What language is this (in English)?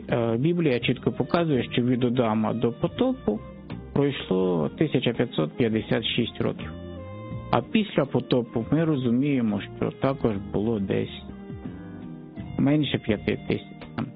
Ukrainian